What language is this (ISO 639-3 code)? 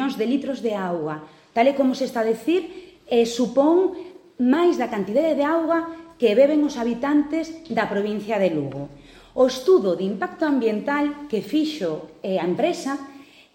glg